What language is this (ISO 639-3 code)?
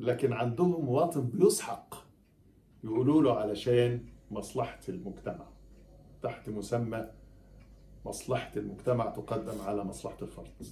arz